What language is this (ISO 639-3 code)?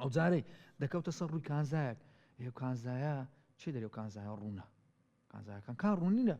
ckb